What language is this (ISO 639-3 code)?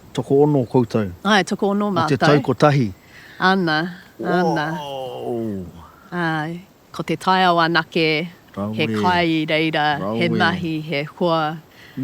mri